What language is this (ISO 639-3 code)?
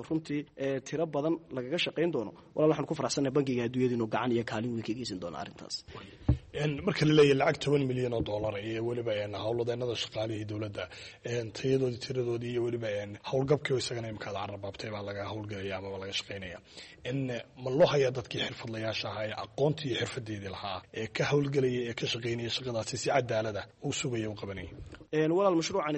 som